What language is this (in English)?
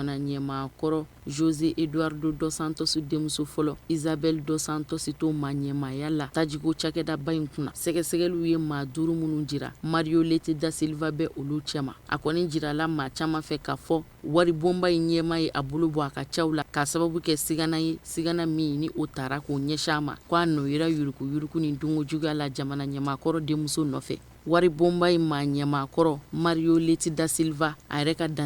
Bambara